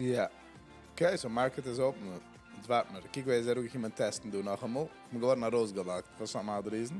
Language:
Yiddish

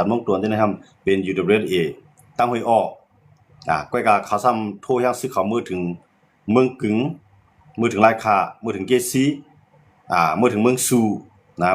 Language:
Shan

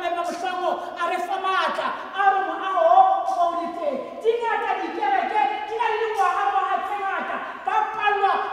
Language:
Tswana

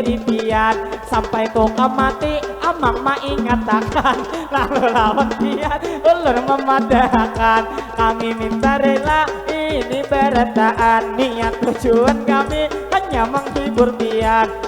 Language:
Banjar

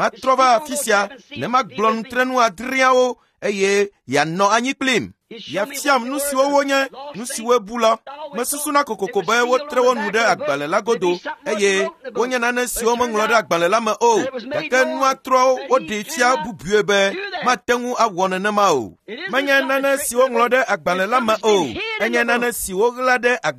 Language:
Ewe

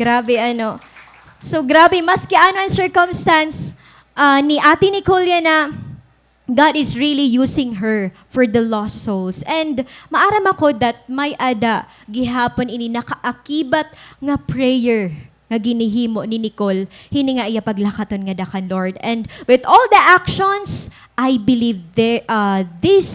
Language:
Waray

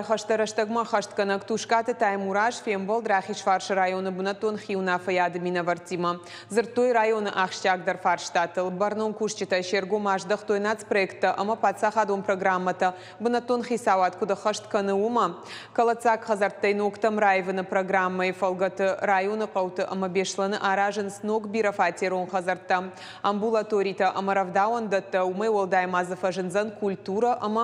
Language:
Ossetic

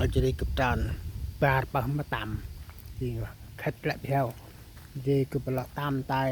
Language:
Central Mnong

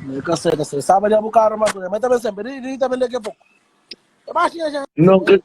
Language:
Kabuverdianu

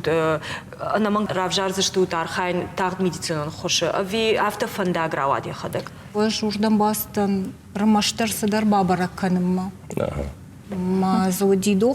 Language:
Ossetic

